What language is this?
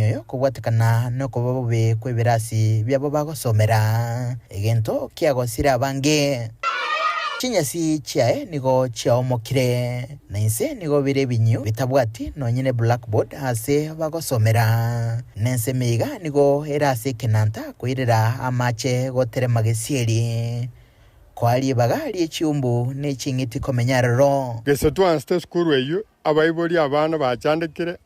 Gusii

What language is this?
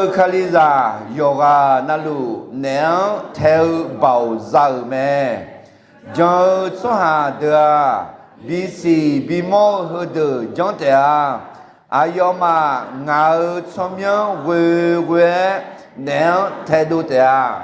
Akha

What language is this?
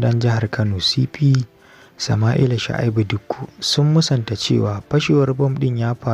Hausa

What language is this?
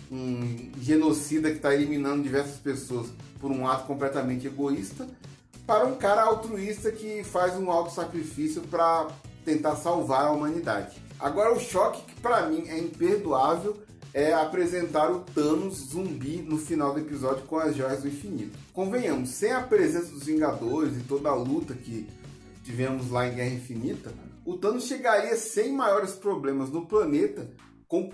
Portuguese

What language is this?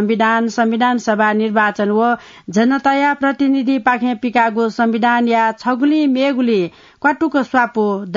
Newari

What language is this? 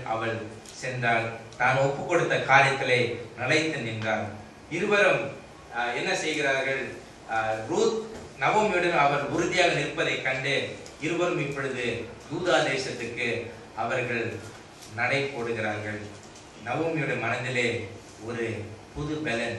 Tamil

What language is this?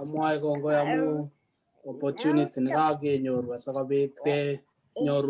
Kalenjin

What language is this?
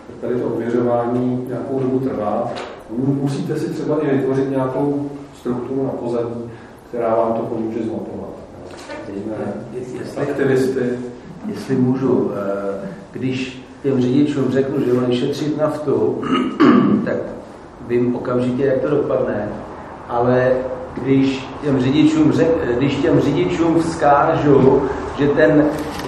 Czech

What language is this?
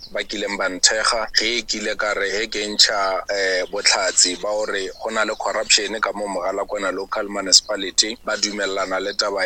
Northern Sotho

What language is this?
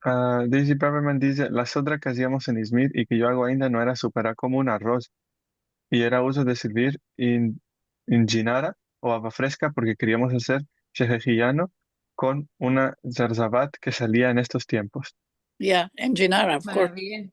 Ladino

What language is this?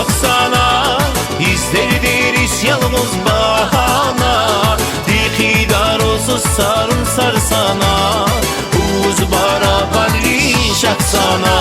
Tabassaran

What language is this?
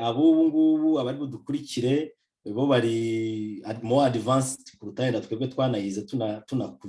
Kinyarwanda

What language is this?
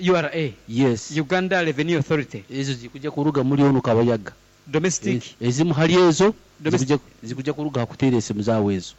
Nyankole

